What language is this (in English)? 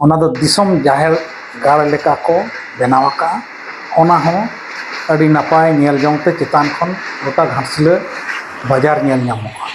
Santali